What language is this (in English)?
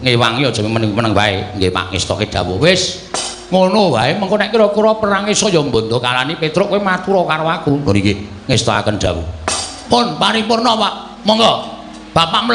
Javanese